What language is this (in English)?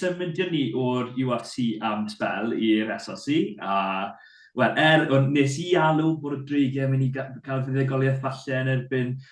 Welsh